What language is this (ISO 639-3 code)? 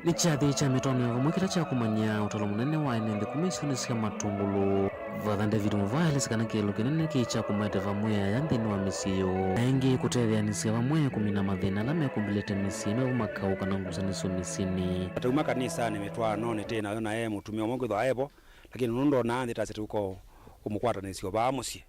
kam